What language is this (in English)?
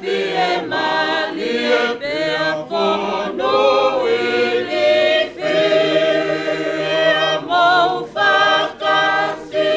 Tongan